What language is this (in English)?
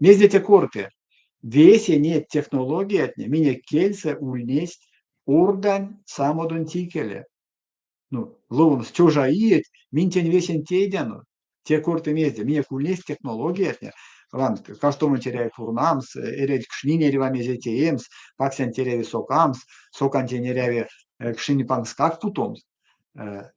Erzya